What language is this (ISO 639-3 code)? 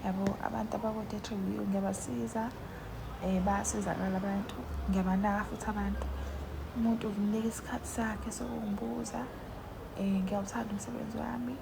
zul